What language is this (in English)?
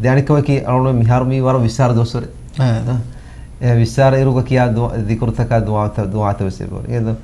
Divehi